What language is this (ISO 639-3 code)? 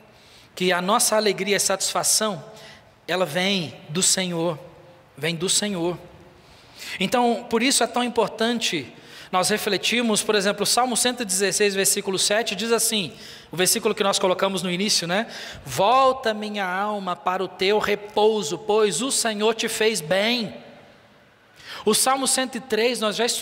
por